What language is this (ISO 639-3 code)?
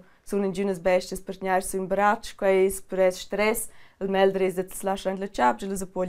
roh